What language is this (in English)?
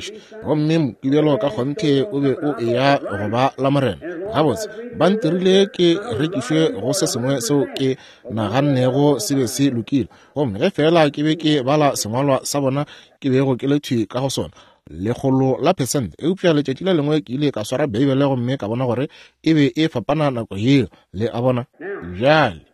Northern Sotho